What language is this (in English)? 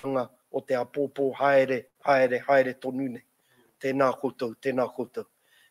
Māori